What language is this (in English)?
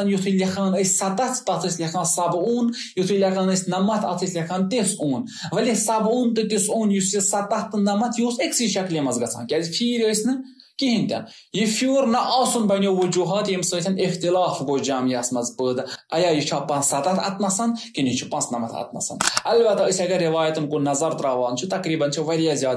Kashmiri